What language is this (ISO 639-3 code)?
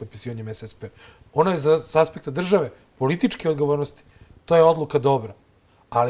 srp